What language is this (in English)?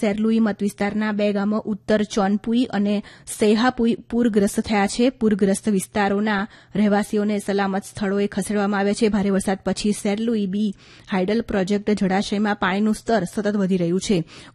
Gujarati